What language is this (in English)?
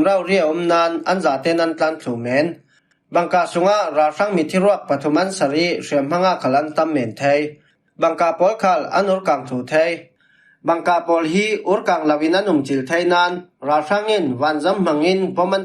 Falam Chin